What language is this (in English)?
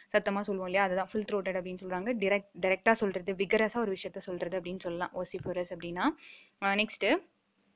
Tamil